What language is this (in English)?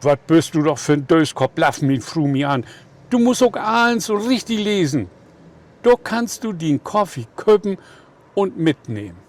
Low German